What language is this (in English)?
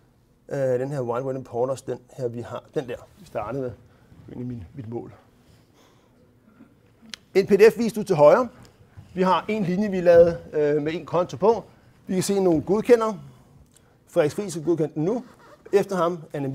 Danish